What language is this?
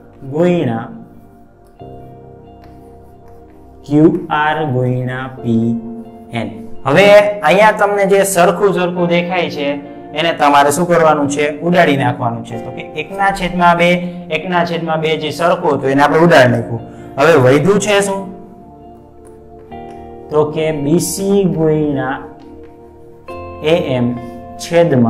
Gujarati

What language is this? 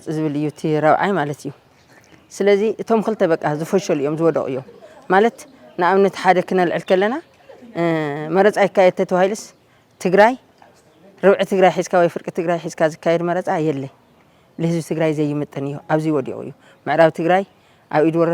Tigrinya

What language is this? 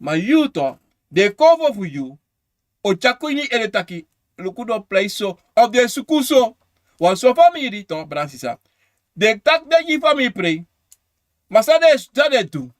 Sranan Tongo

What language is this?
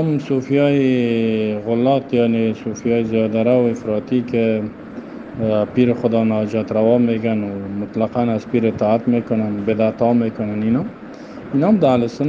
Persian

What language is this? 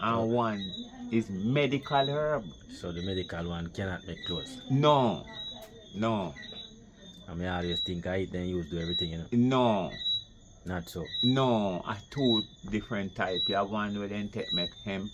Jamaican Creole English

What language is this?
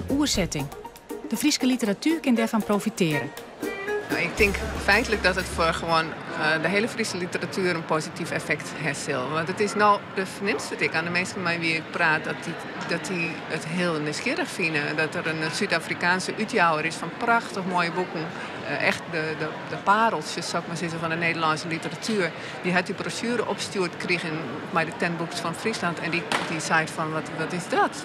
Western Frisian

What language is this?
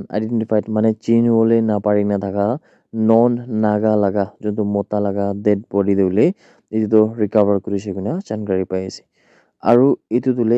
Naga Pidgin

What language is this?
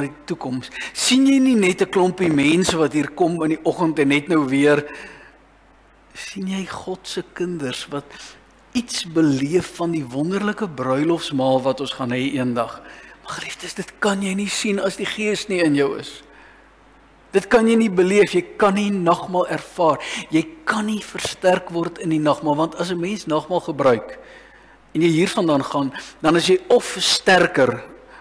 Afrikaans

